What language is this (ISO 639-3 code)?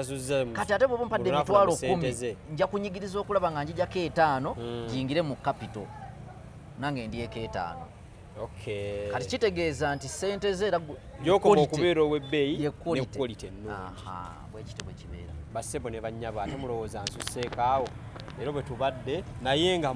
lug